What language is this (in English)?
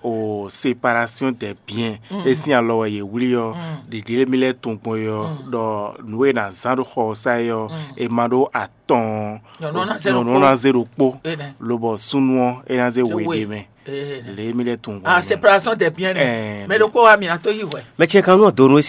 Fon